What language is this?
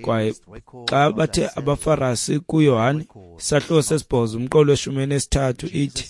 Xhosa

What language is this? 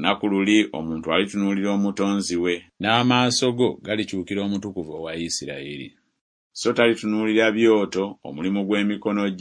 Ganda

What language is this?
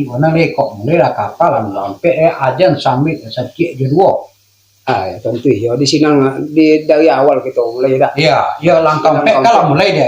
Minangkabau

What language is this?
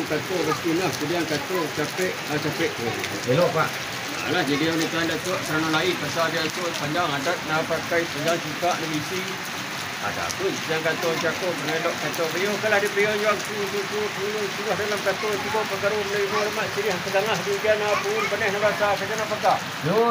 Minangkabau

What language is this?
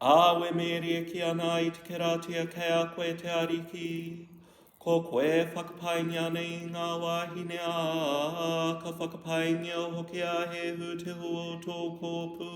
Māori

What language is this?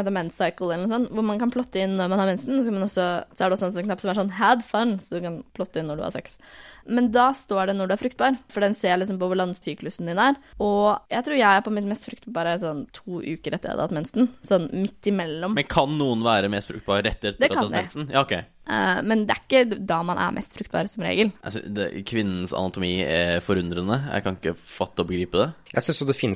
Norwegian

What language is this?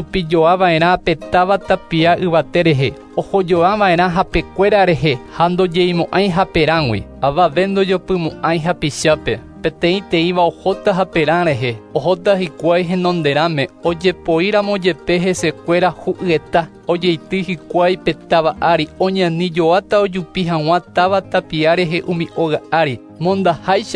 Guarani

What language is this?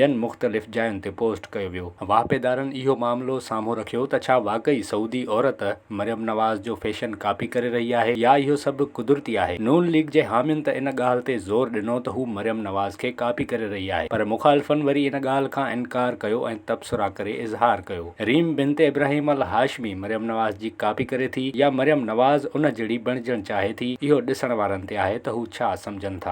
Sindhi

